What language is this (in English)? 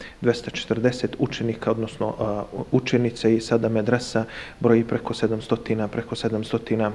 Bosnian